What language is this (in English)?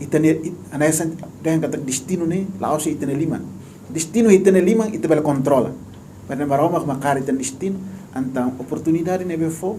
Tetum